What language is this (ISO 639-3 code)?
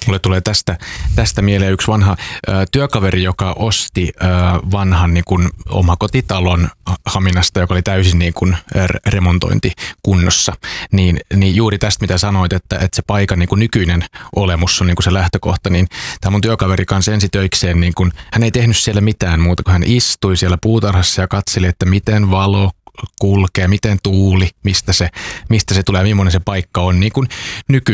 fin